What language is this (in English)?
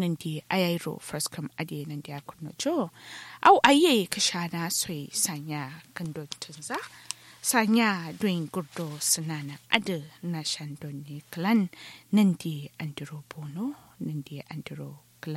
Kanuri